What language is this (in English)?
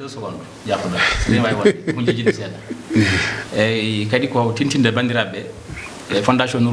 Fula